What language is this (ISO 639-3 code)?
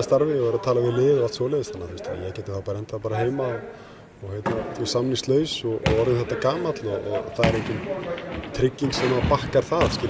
isl